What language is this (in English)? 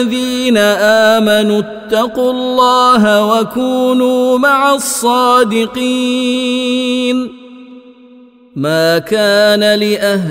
Arabic